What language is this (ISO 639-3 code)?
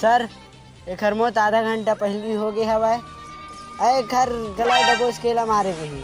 hne